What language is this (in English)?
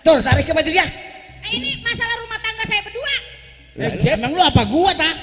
Betawi